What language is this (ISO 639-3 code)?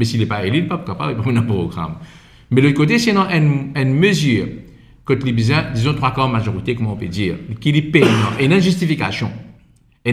mfe